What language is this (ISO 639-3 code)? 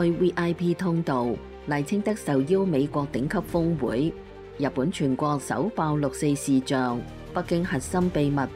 yue